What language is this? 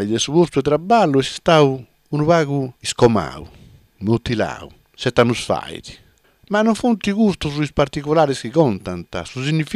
Sardinian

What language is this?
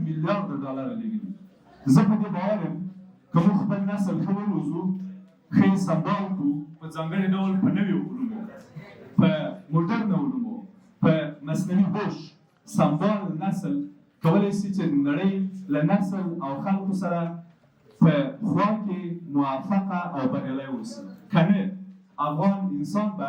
Pashto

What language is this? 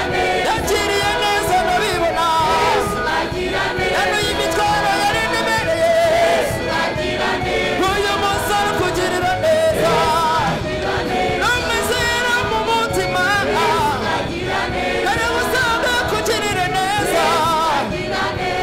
Kinyarwanda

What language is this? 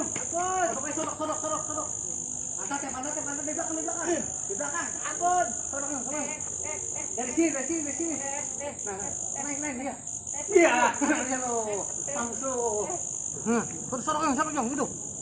Betawi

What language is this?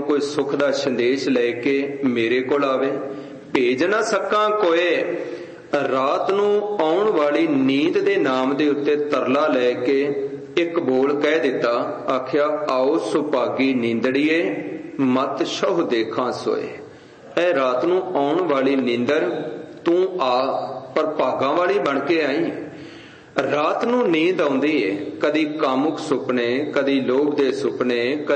Punjabi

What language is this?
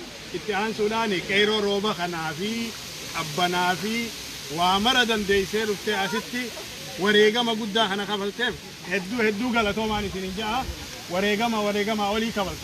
Oromo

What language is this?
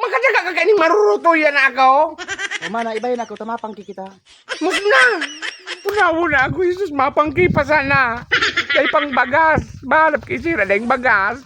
Bikol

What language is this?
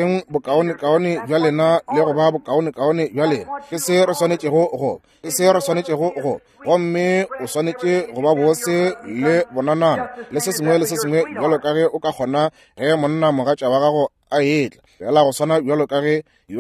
Northern Sotho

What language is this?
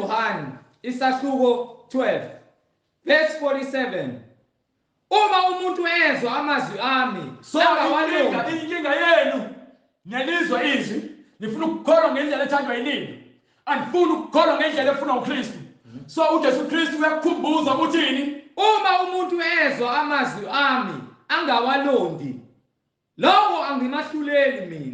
Zulu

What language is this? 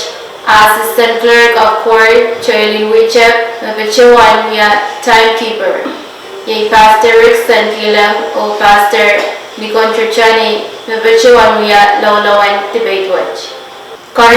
Pohnpeian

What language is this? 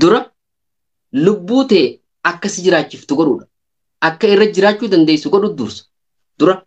Oromo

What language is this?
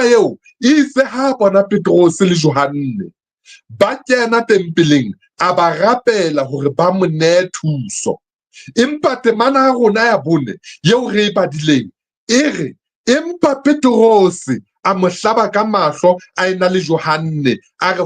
Southern Sotho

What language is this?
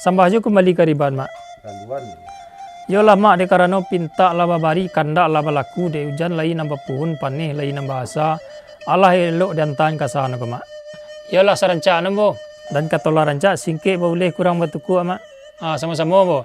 Minangkabau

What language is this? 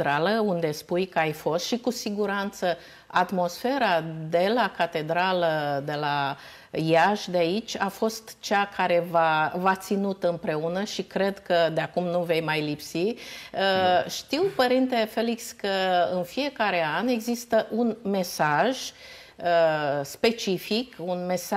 Romanian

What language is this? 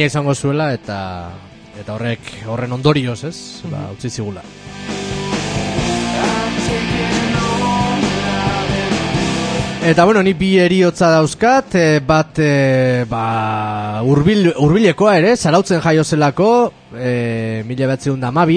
Basque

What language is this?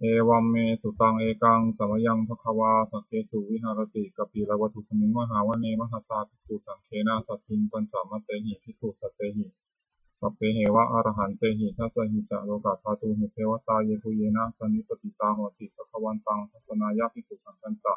Pali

